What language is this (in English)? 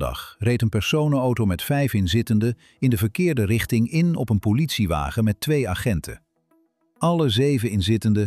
Dutch